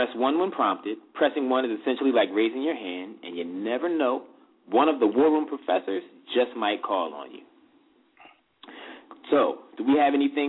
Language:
English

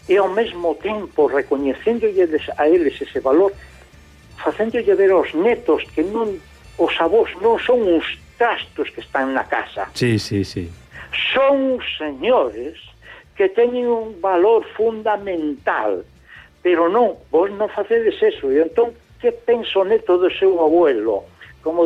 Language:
Galician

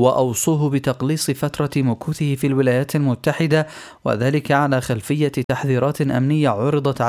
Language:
Arabic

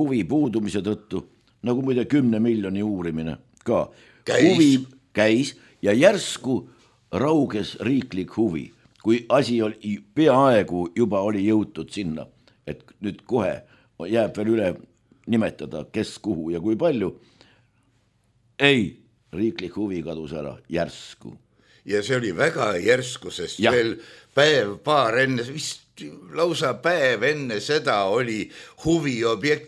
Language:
Estonian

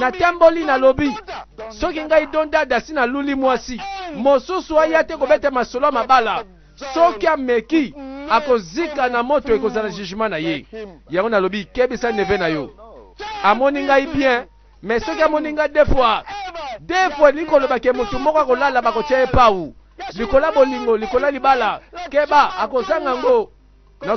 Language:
Lingala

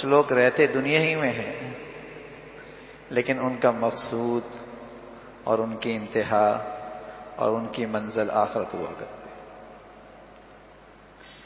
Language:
Urdu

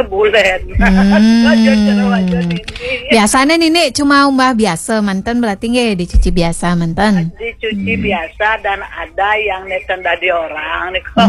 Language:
Balinese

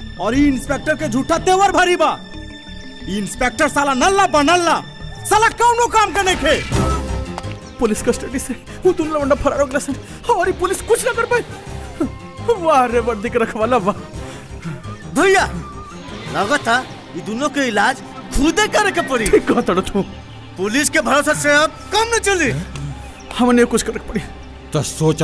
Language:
Bhojpuri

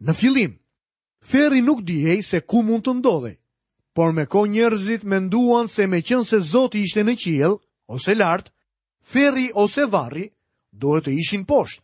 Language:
Albanian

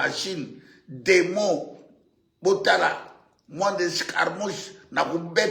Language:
Lingala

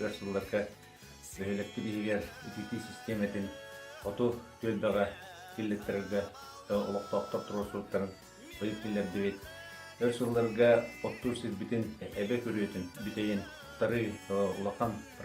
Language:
Yakut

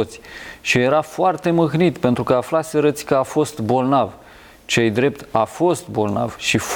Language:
Romanian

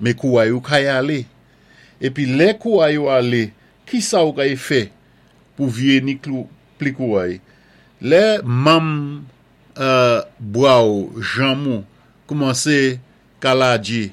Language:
Saint Lucian Creole French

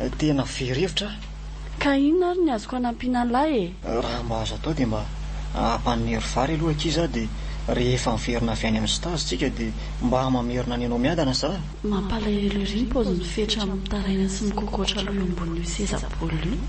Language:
Malagasy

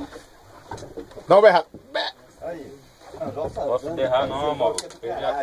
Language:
Portuguese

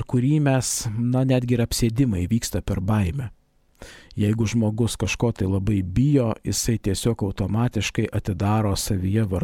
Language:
Lithuanian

